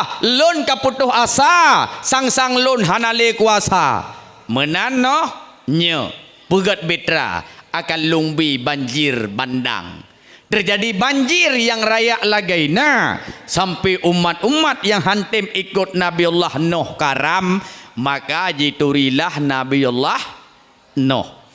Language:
Achinese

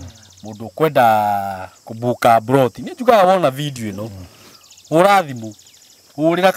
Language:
Kikuyu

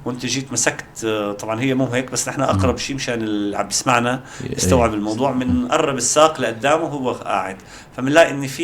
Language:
North Levantine Arabic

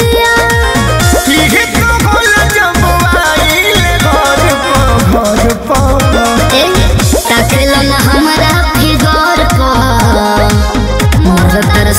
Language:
Bhojpuri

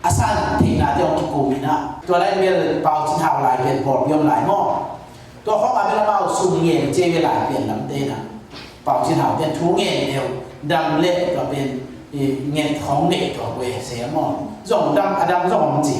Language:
Tedim Chin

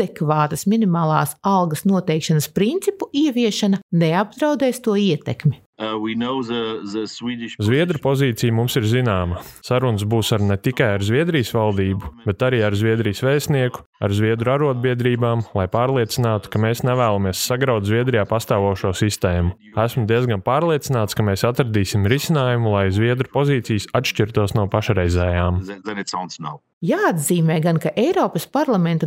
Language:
Latvian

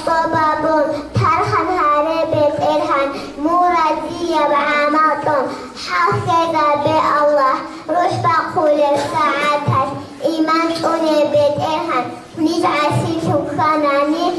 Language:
Avaric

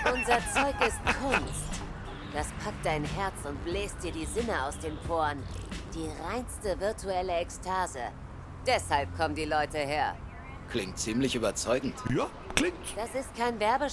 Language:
Bavarian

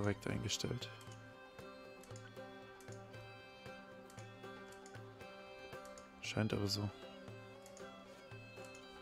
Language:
German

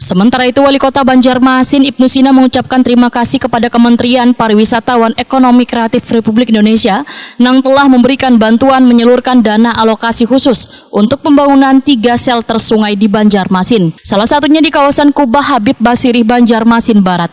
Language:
Banjar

